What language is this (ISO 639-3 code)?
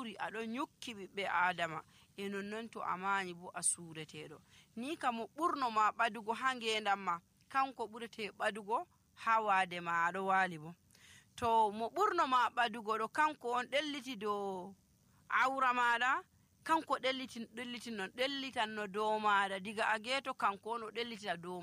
fuv